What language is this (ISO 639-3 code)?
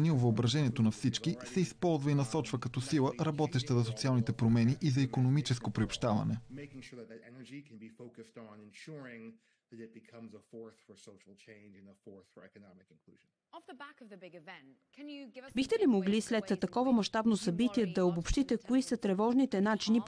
bul